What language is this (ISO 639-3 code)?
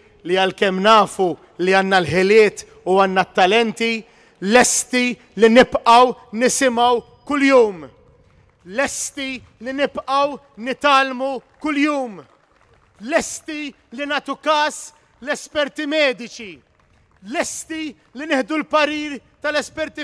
mlt